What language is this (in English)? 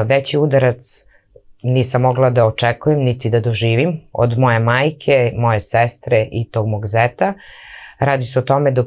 Serbian